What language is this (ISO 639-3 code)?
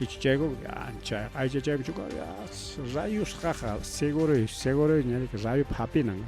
quy